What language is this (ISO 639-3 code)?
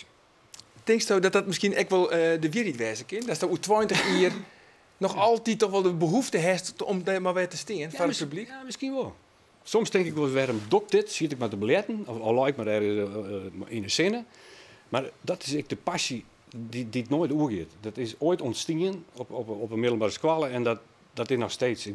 fry